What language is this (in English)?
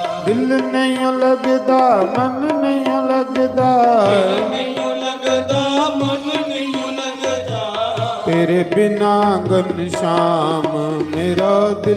Dogri